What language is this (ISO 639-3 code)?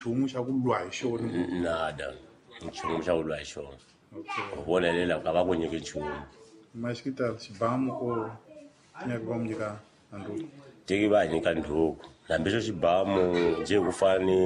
tso